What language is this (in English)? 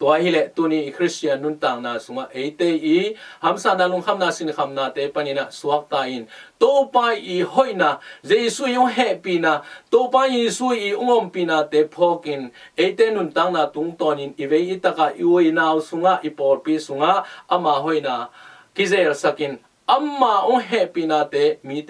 Tedim Chin